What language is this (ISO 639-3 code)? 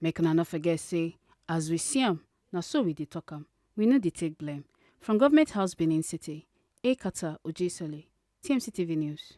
pcm